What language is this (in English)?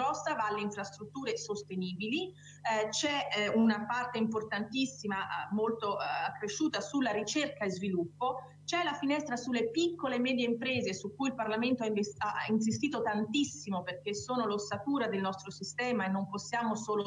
Italian